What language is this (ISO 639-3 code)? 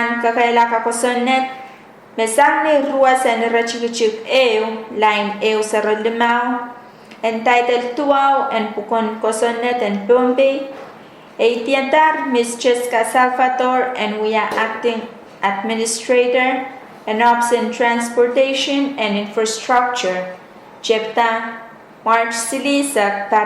pon